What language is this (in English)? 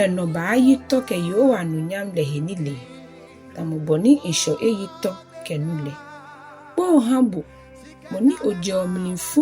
Ga